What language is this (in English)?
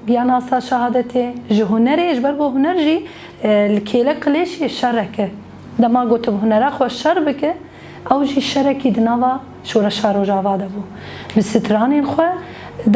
Kurdish